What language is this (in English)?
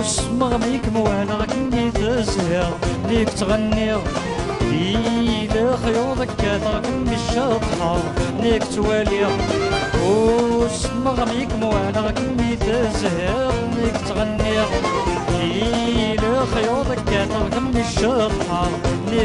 Kabyle